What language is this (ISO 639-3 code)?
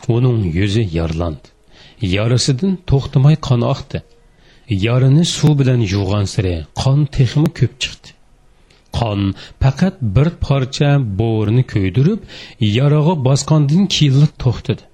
uig